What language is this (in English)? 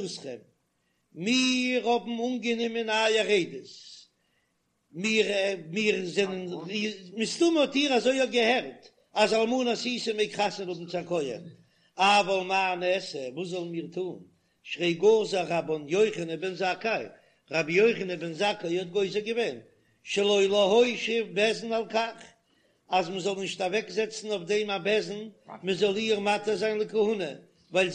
Yiddish